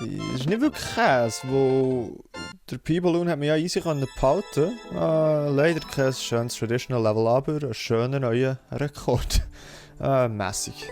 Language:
Swiss German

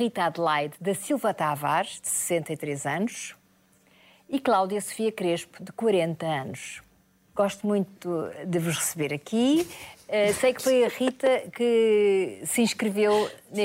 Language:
Portuguese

